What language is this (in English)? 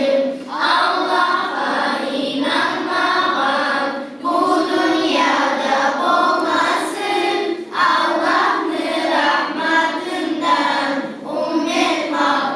Kumyk